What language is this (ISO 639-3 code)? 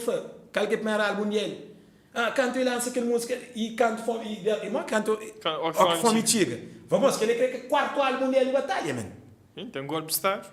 kea